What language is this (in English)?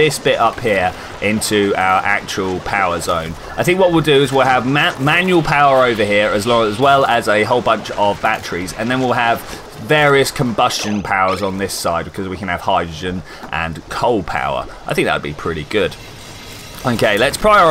English